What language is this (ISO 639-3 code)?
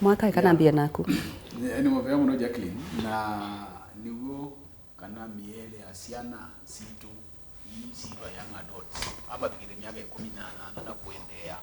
kam